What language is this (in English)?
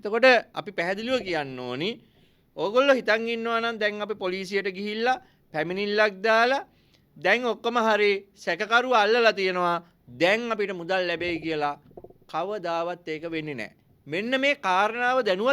Sinhala